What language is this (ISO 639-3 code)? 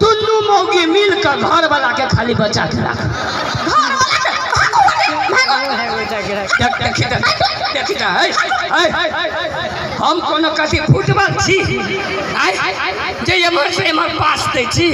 mai